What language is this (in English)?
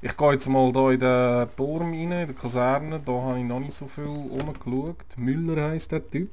Swiss German